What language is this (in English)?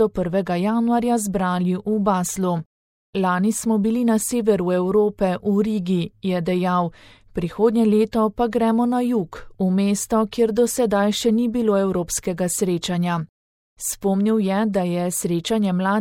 Slovenian